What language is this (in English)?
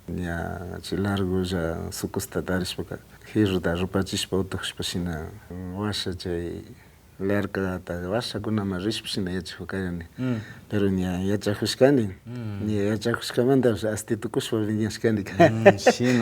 Imbabura Highland Quichua